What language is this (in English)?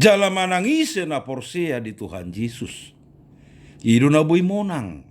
Batak Toba